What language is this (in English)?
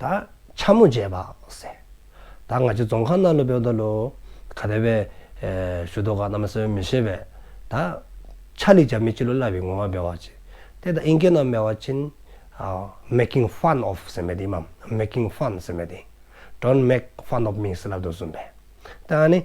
Dzongkha